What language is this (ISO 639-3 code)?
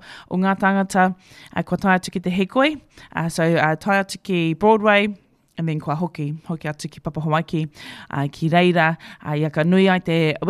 mri